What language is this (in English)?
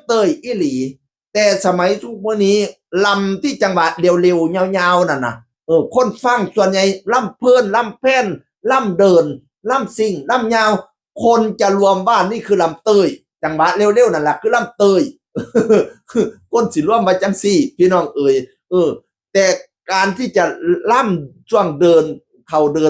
Northeastern Thai